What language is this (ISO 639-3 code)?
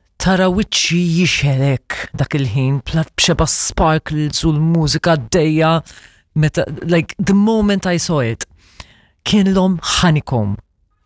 mlt